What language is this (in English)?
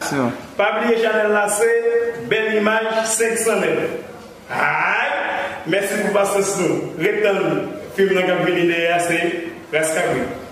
Haitian Creole